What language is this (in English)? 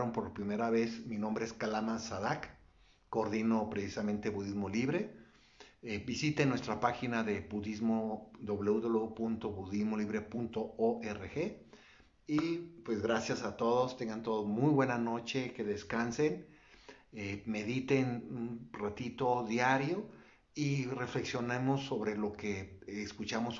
Spanish